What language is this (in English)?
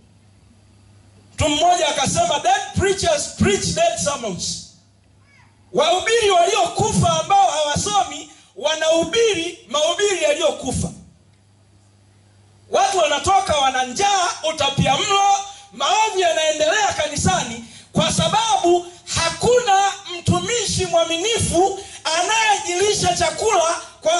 Swahili